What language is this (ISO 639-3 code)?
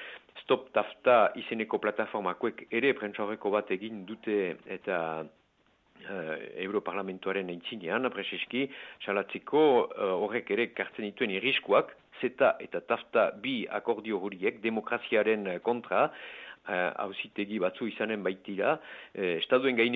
eus